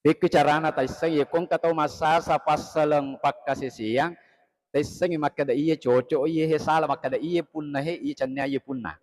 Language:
Buginese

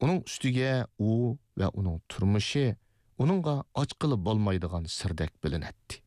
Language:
Uyghur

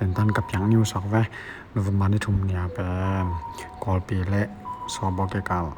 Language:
Tedim Chin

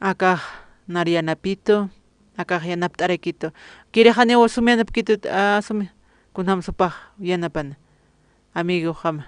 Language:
Aymara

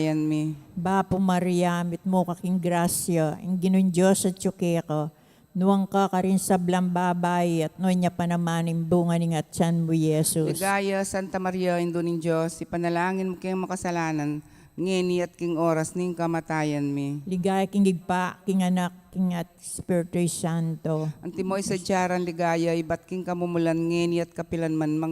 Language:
Pampanga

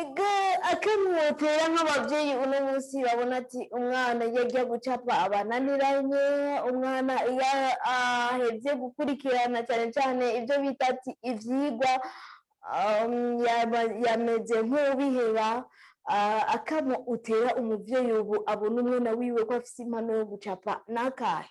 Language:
Rundi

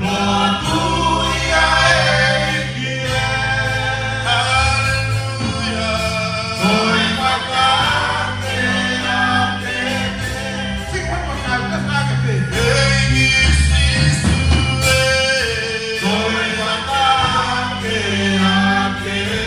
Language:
Tongan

